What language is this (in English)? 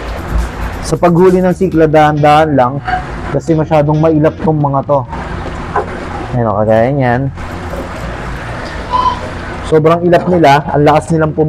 Filipino